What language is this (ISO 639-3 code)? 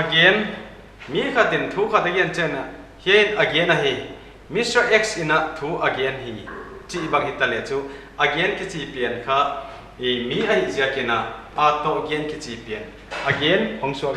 pck